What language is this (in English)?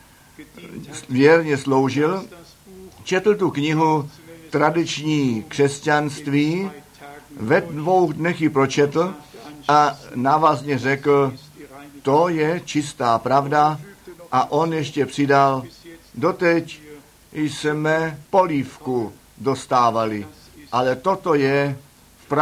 Czech